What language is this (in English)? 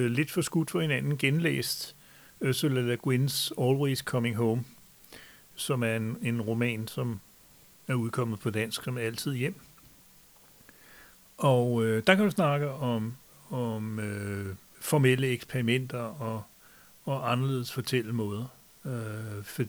Danish